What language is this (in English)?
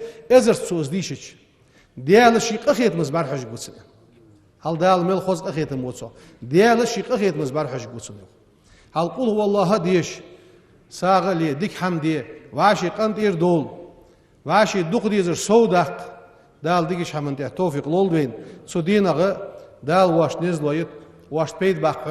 Ingush